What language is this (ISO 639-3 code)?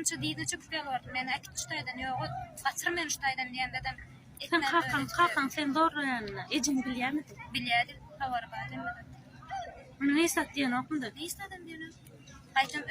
tuk